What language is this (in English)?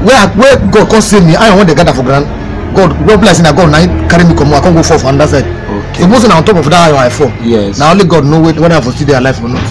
Nigerian Pidgin